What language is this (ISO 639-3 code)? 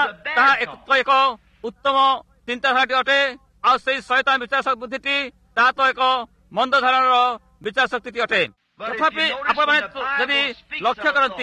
ori